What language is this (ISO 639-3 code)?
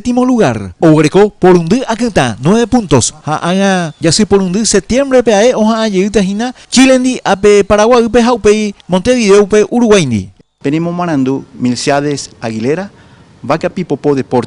grn